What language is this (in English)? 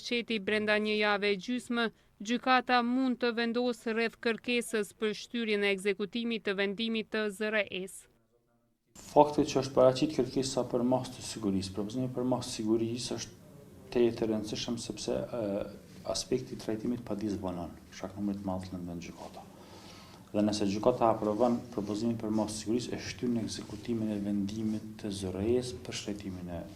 Albanian